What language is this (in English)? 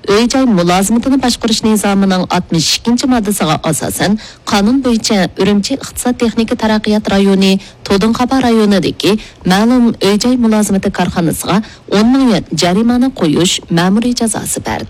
Uyghur